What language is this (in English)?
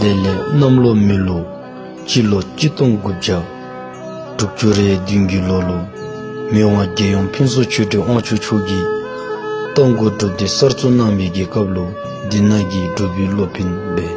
Dzongkha